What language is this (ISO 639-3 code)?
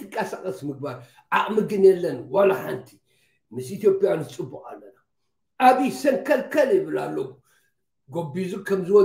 tir